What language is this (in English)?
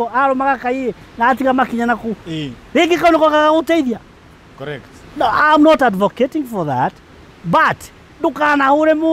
Kikuyu